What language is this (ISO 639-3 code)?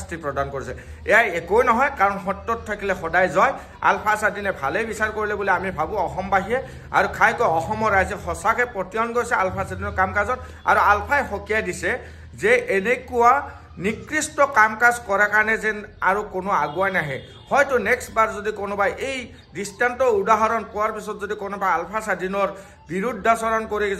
asm